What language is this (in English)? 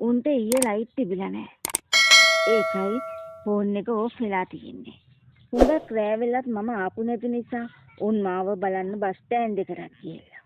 Sinhala